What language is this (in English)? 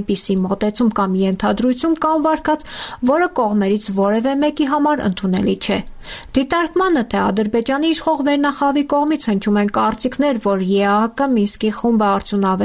Armenian